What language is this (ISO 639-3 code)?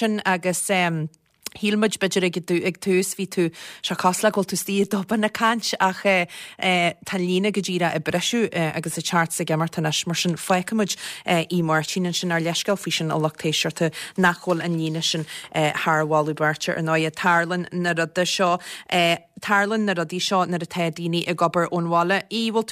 gle